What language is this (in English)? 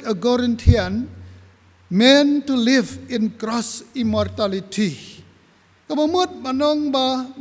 Khasi